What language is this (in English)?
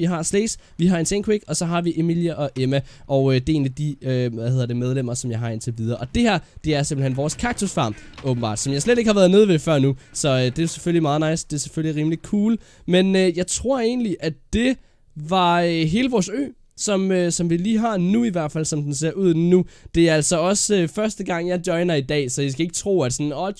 Danish